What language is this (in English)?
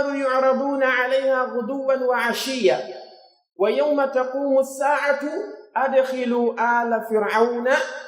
Pular